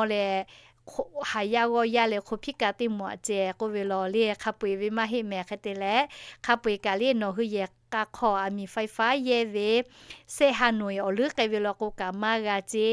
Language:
Lahu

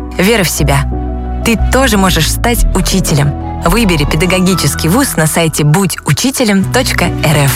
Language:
Russian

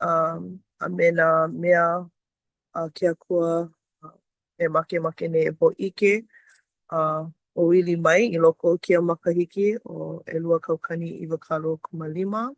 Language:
Hawaiian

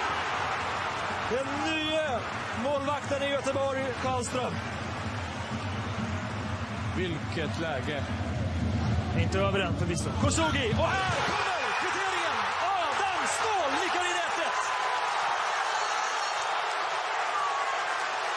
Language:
Swedish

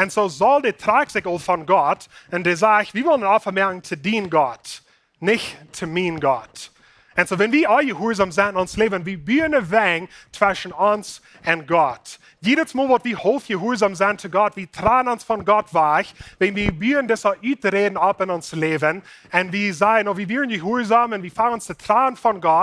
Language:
Plautdietsch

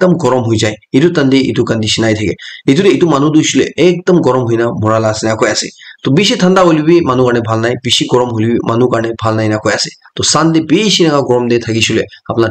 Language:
Naga Pidgin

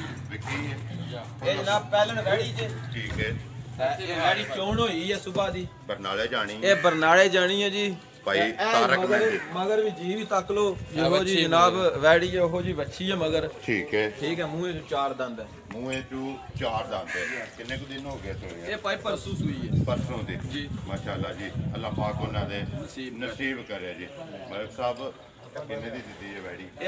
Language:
Punjabi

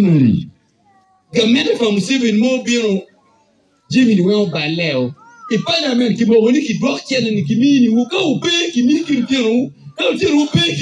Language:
Acoli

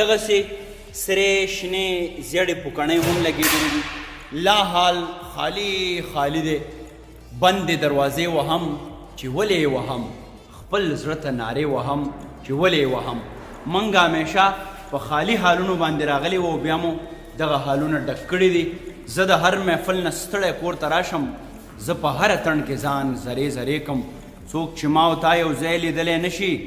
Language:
Pashto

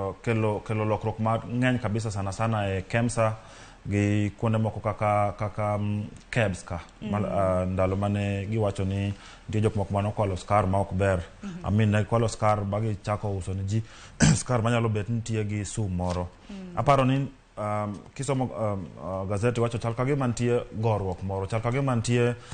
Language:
Luo (Kenya and Tanzania)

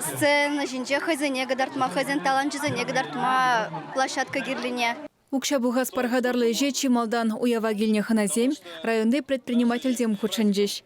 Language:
Chuvash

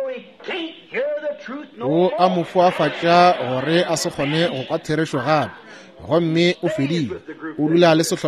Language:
Northern Sotho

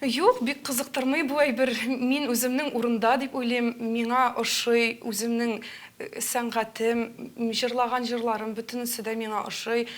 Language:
Tatar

